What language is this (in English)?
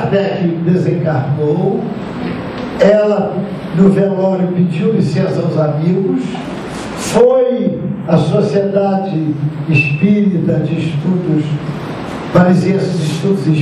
Portuguese